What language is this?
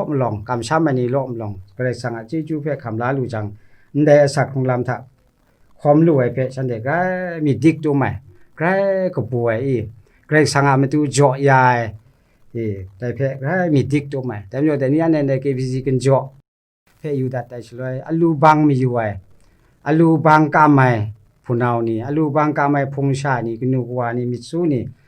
Kachin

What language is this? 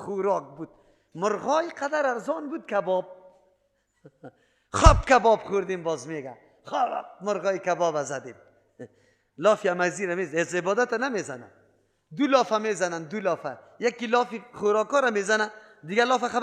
Persian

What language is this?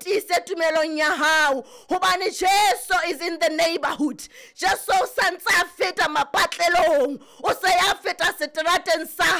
Southern Sotho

